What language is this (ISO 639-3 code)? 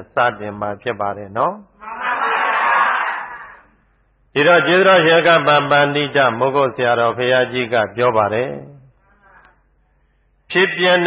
mya